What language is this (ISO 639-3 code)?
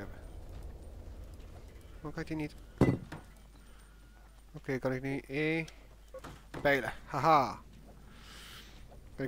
nld